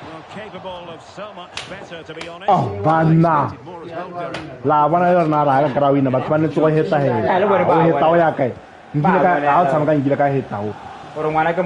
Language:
Tswana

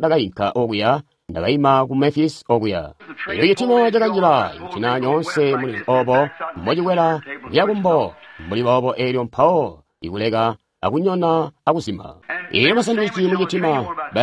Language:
Tonga (Zambia)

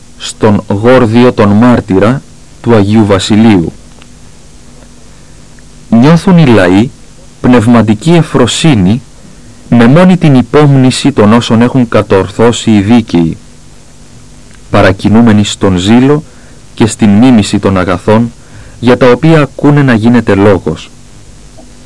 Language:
Greek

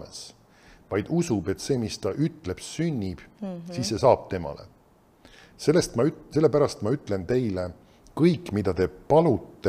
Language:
Estonian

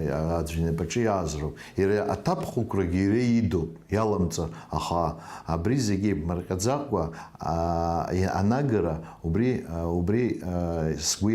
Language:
Abkhazian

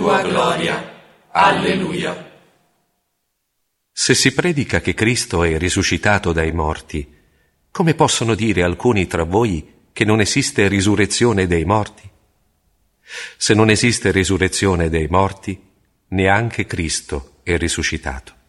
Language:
Italian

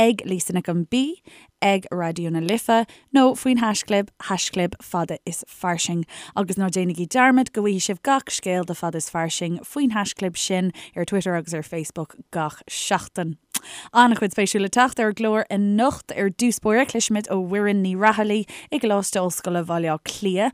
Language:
Irish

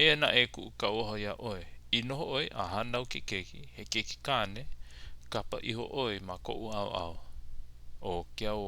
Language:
Hawaiian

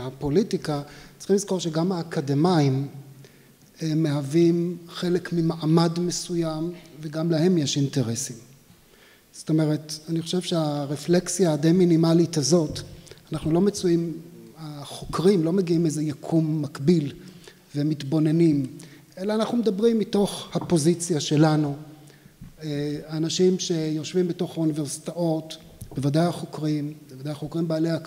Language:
Hebrew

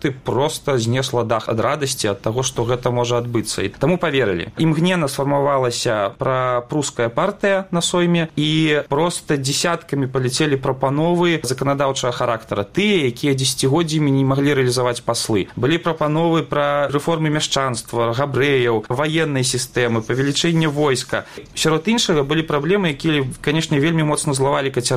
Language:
Belarusian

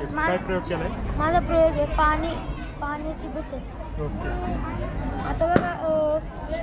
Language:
Marathi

